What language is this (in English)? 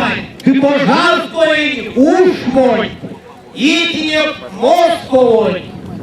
Erzya